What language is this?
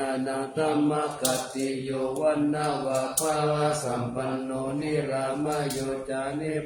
Pali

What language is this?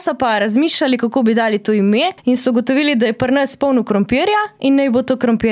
Slovenian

